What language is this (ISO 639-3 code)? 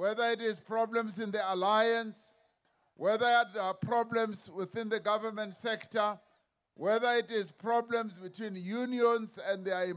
eng